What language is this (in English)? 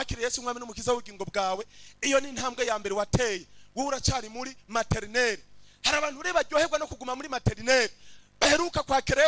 Rundi